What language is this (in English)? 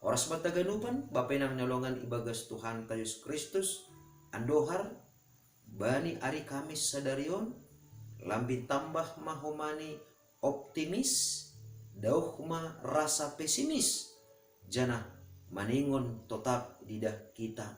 Batak Simalungun